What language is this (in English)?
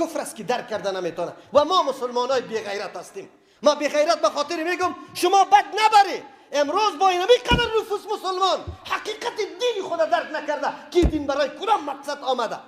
Persian